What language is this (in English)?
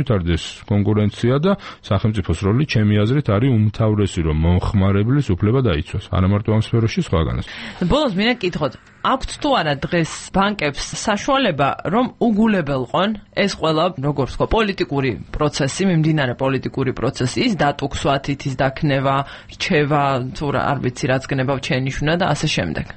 Georgian